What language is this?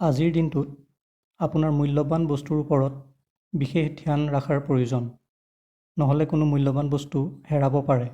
Assamese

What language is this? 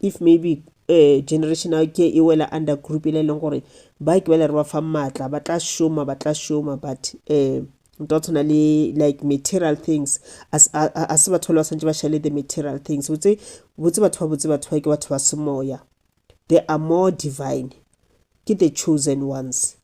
Northern Sotho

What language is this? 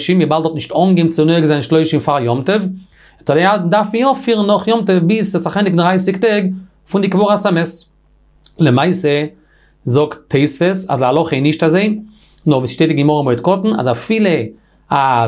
Yiddish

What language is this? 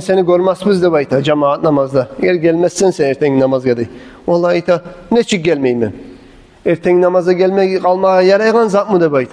Kumyk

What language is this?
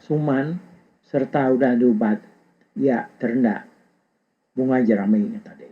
Iban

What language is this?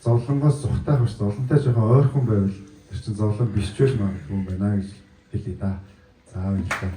Mongolian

